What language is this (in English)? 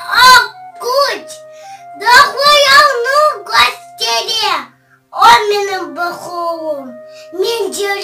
Crimean Tatar